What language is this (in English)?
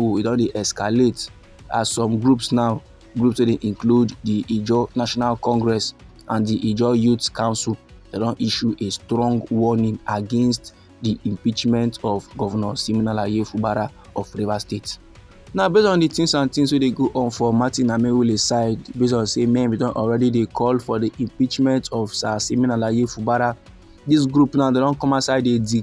Nigerian Pidgin